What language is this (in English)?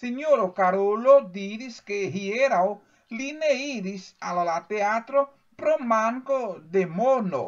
Esperanto